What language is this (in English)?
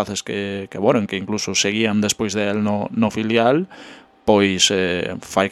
Galician